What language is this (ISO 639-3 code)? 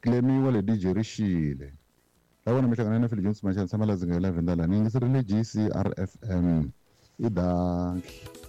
tso